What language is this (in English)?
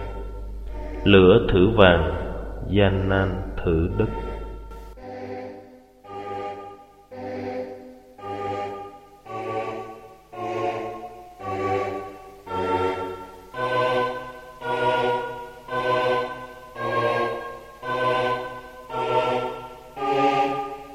Vietnamese